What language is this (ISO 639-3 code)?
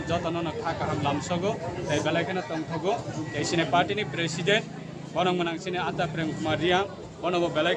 ria